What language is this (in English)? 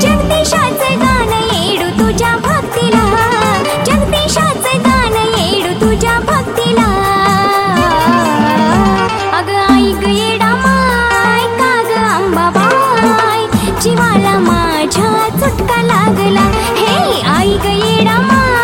Marathi